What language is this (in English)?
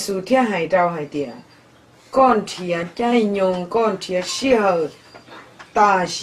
Hmong